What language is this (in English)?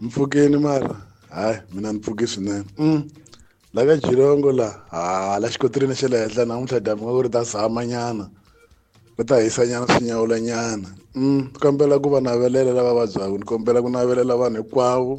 Tsonga